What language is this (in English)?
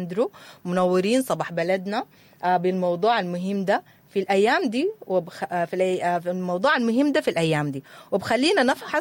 Sudanese Arabic